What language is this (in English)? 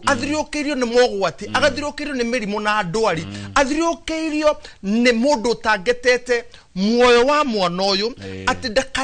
Kikuyu